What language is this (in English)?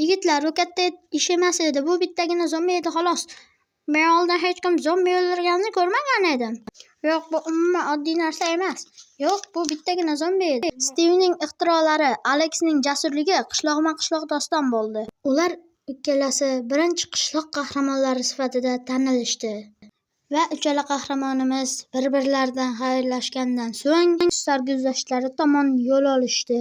Uzbek